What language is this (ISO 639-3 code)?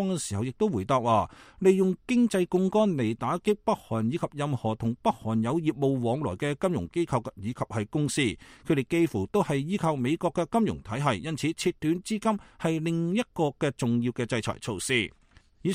yue